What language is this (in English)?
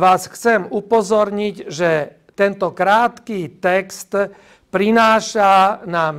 Slovak